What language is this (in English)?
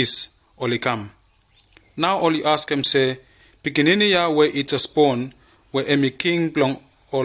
Bislama